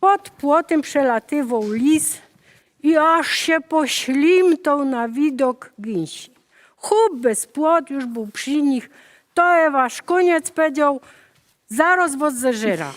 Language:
Silesian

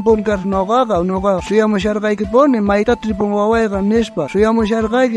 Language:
South Bolivian Quechua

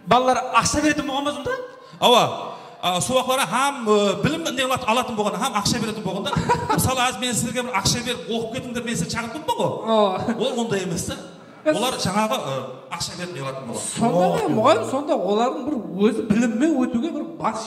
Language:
Kara-Kalpak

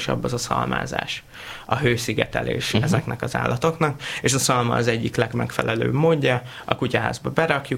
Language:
Hungarian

